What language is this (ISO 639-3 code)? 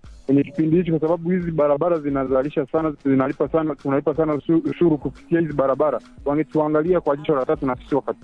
swa